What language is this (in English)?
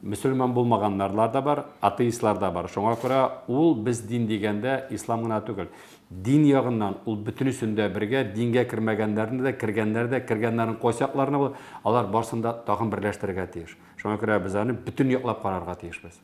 Tatar